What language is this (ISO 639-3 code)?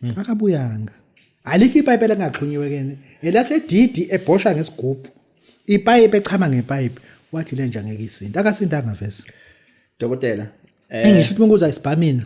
zul